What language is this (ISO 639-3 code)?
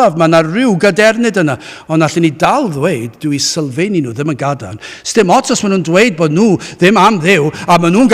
cym